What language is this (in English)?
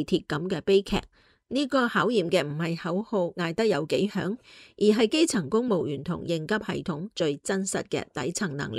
Cantonese